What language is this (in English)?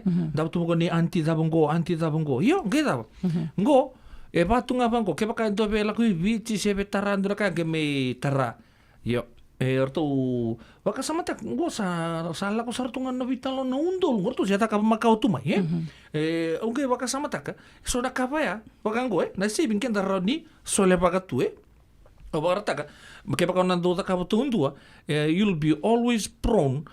Fijian